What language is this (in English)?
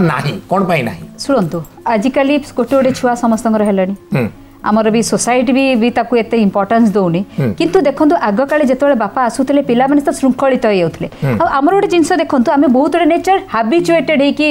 Odia